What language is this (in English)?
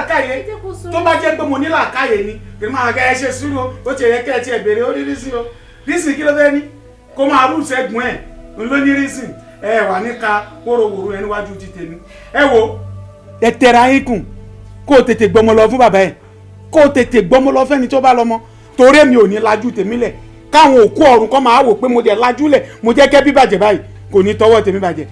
Yoruba